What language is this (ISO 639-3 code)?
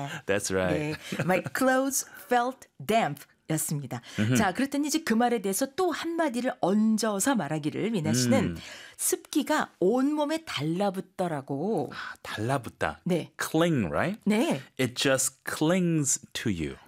kor